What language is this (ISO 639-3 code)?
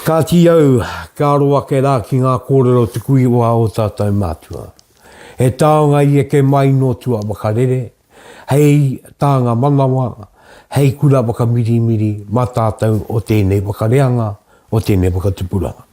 mri